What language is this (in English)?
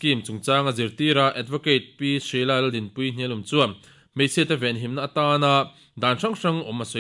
Mizo